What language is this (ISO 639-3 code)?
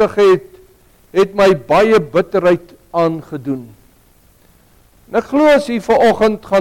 afr